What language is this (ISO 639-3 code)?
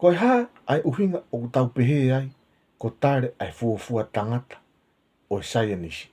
ton